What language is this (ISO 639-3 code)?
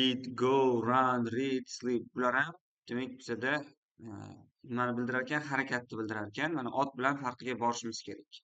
uzb